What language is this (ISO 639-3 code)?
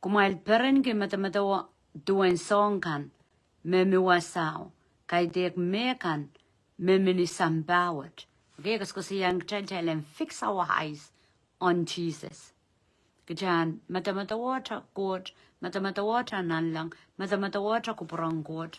pon